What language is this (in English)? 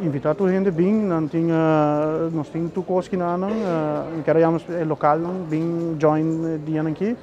Papiamento